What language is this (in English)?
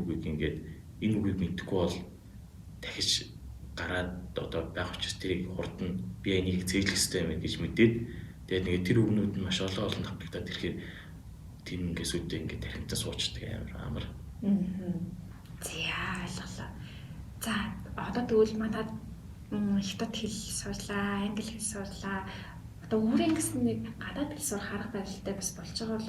Mongolian